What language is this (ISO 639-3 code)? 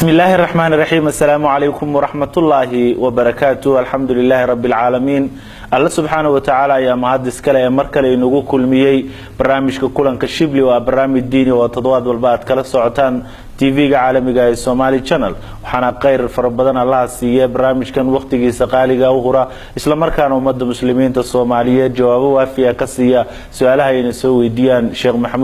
som